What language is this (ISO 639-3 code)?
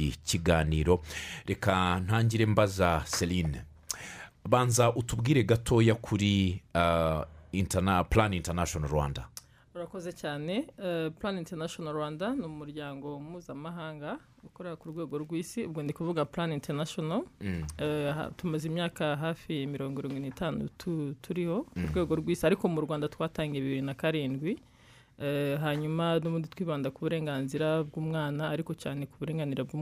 kin